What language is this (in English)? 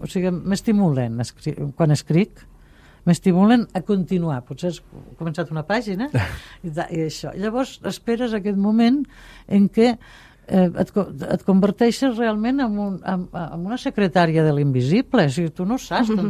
Catalan